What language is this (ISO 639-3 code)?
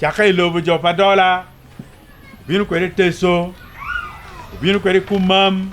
ach